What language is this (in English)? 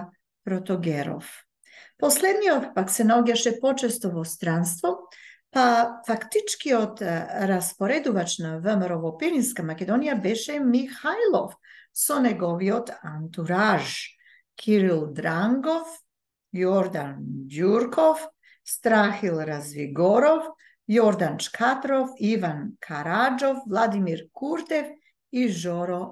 Macedonian